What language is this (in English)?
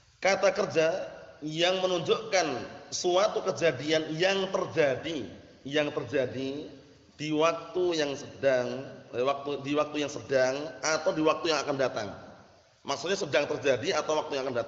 Indonesian